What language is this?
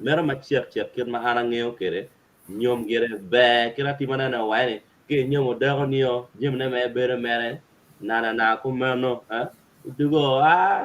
Acoli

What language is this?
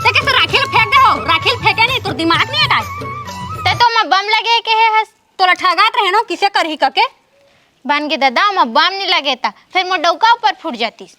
Chhattisgarhi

